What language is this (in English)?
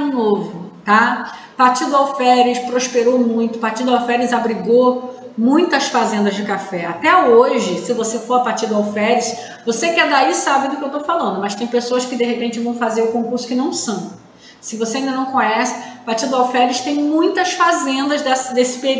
Portuguese